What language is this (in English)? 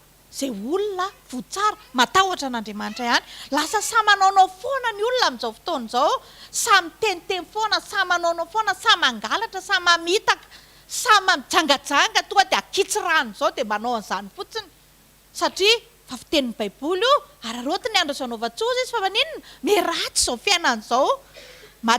Malagasy